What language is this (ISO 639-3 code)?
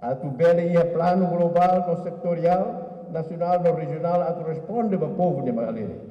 tet